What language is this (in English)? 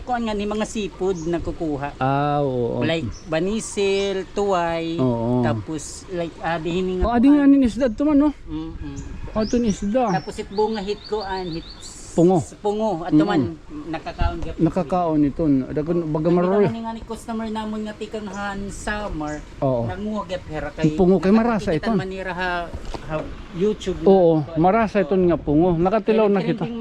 Waray